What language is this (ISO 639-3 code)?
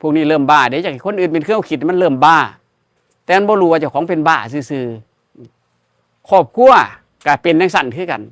tts